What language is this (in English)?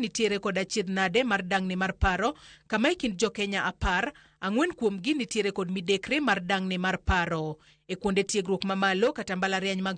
Luo (Kenya and Tanzania)